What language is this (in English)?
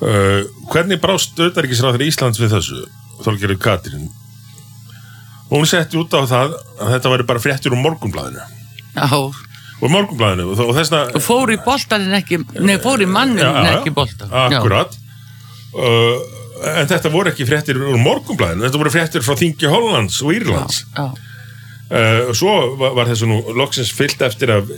Icelandic